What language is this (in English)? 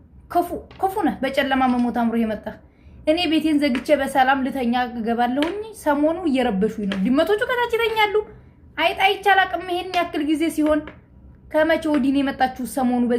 Amharic